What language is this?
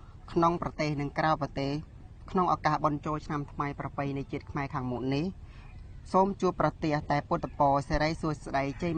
Khmer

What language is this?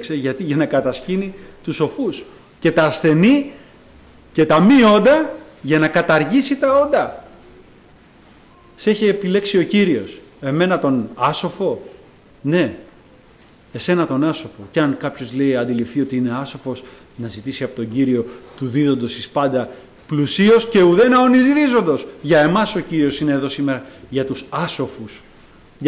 Greek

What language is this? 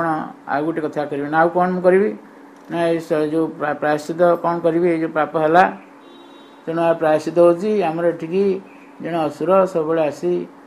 Odia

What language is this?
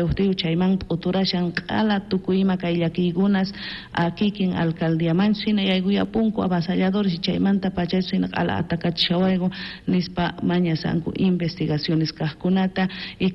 South Bolivian Quechua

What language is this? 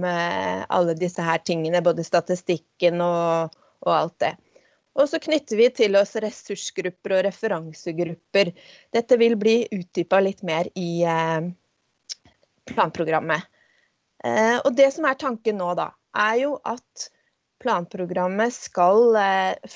Norwegian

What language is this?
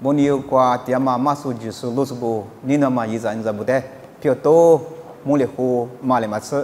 Lisu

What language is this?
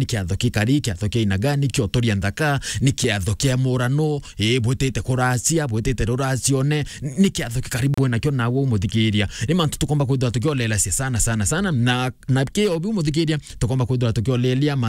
Meru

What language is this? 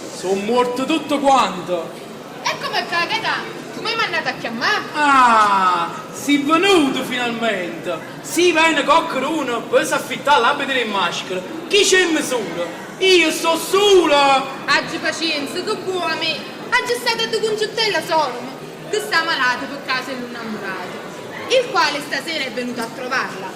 Neapolitan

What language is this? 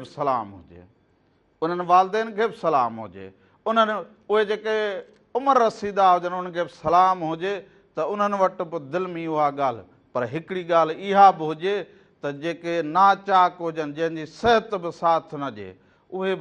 Sindhi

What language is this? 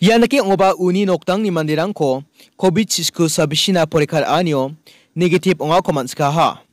Garo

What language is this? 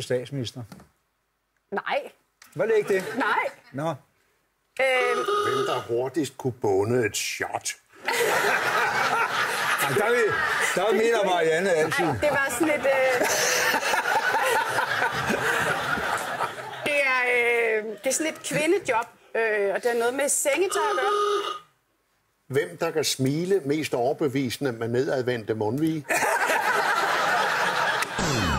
Danish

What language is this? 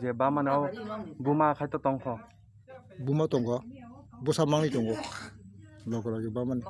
Kok Borok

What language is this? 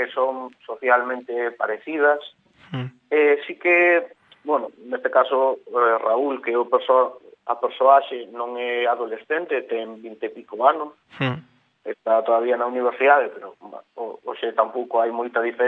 Galician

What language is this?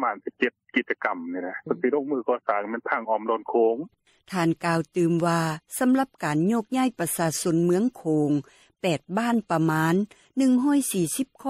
Lao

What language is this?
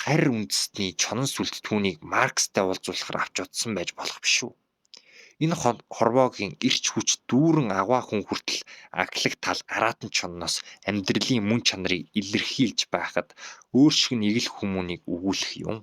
Mongolian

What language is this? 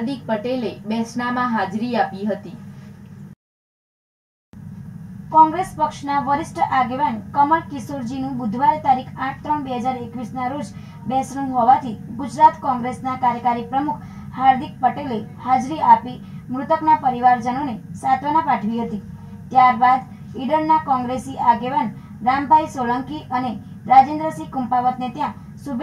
Gujarati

